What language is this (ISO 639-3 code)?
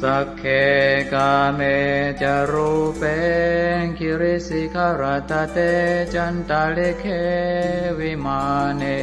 pli